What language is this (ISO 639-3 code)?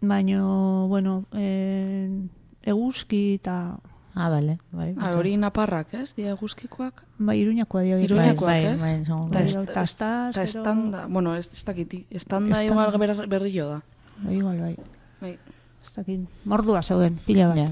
eus